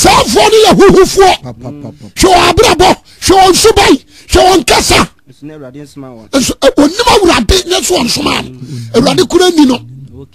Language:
Akan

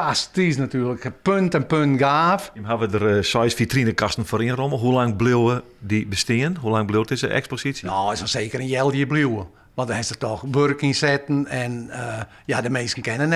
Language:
Western Frisian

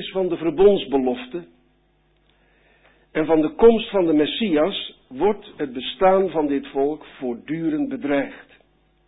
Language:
Dutch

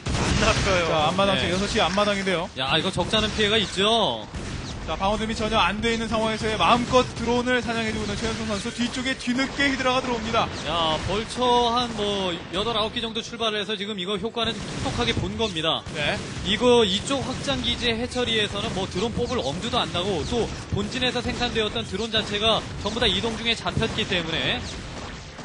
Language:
Korean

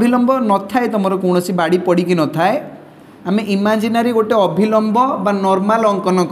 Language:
Odia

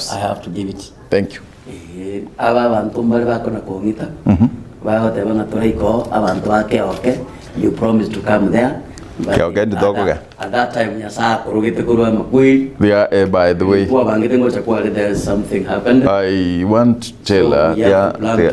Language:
Gusii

